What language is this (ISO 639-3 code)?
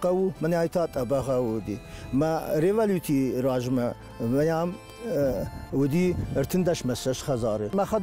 oss